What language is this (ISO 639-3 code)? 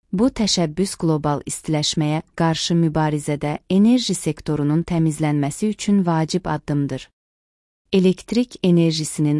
aze